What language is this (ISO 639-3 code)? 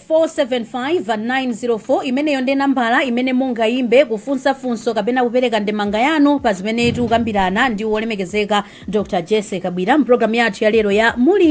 nya